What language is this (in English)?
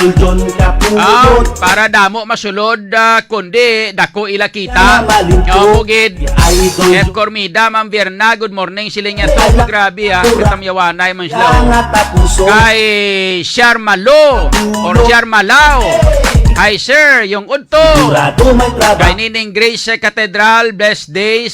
Hiligaynon